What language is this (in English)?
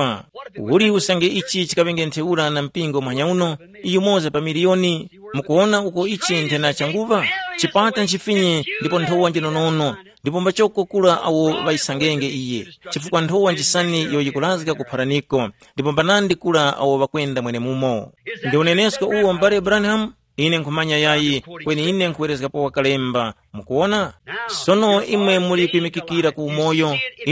Tumbuka